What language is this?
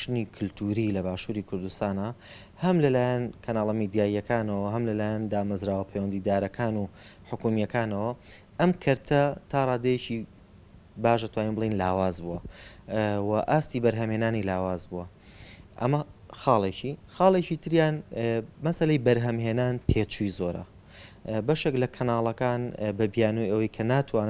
Central Kurdish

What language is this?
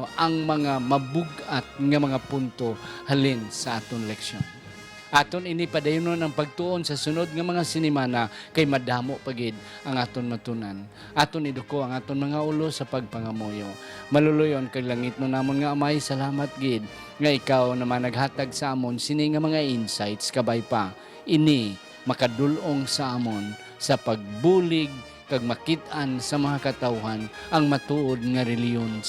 Hiligaynon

